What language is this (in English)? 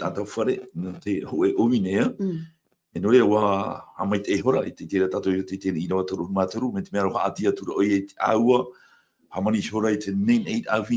Tahitian